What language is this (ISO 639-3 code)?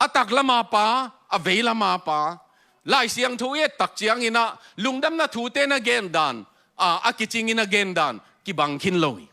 ctd